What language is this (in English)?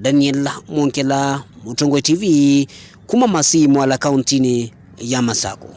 Kamba